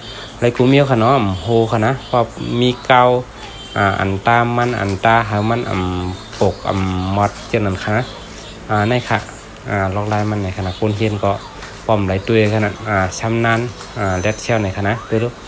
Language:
Shan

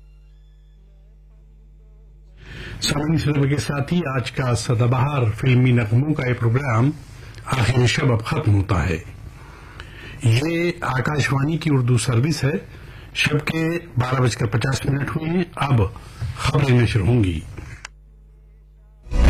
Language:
Urdu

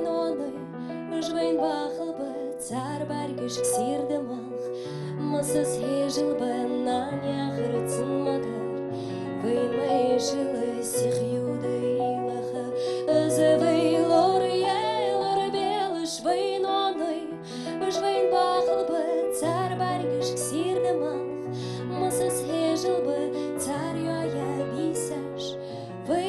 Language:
Ingush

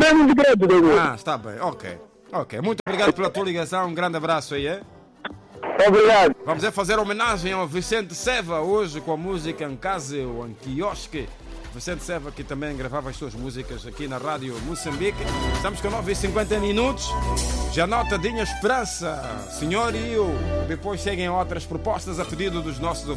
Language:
Portuguese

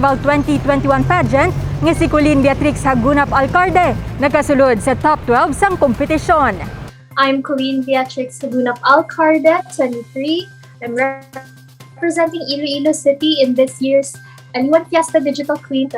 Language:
Hiligaynon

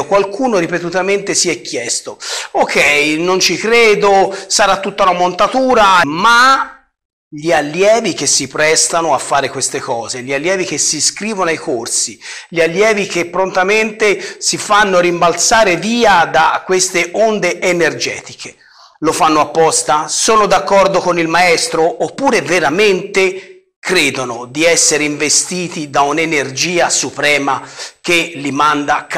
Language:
Italian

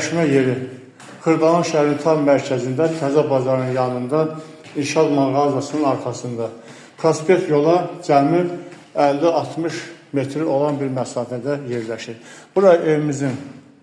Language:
Azerbaijani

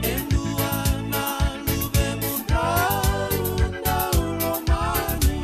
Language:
Fijian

